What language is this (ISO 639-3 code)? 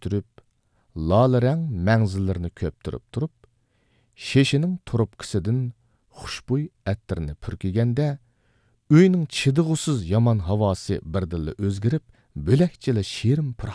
uig